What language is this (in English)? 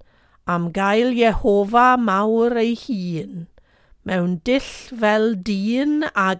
Welsh